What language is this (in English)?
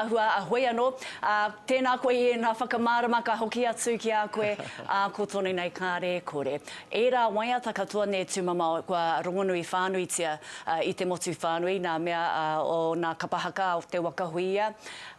Māori